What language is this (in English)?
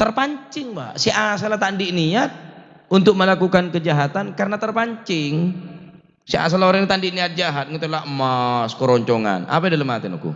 Madurese